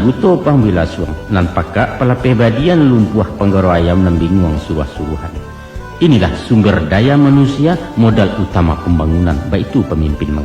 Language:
Minangkabau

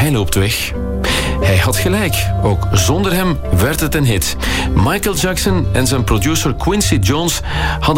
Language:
Dutch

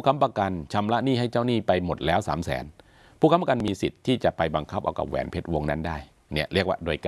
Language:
Thai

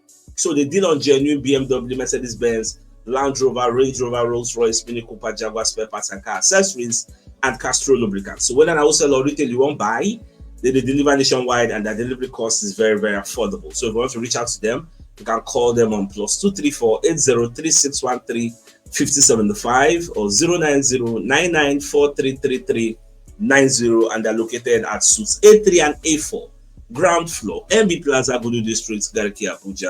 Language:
Nigerian Pidgin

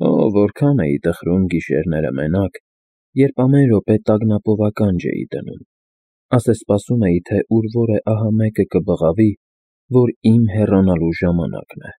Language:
Armenian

